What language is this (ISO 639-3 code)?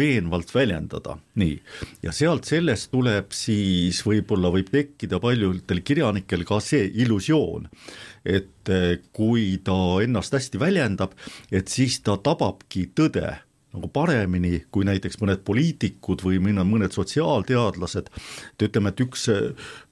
est